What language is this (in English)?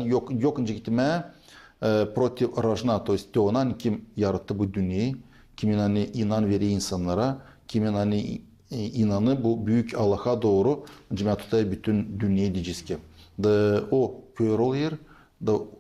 Gagauz